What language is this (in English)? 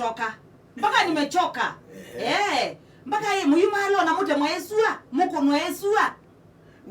Kamba